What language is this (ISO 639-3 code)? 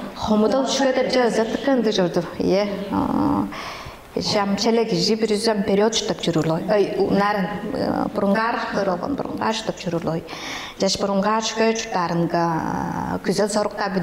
tyv